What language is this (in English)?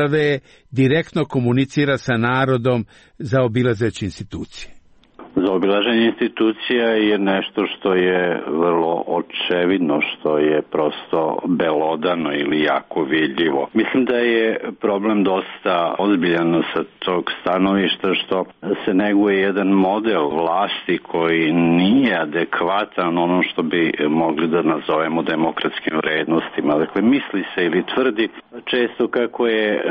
Serbian